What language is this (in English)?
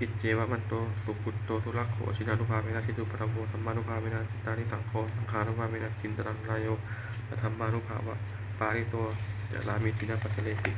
Pali